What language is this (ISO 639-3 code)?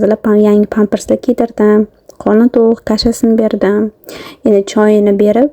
uzb